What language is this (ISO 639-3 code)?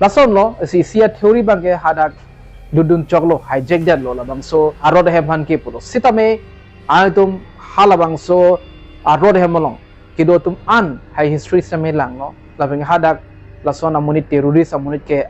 mjw